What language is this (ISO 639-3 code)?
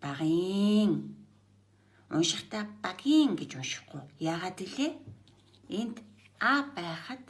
mon